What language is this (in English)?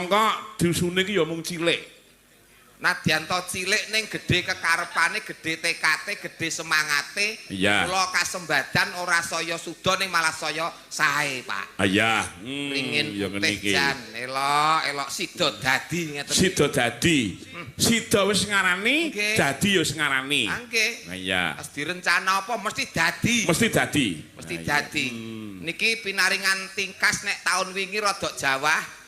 Javanese